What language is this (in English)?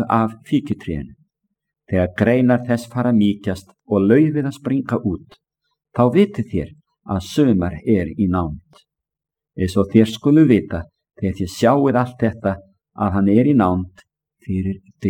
Icelandic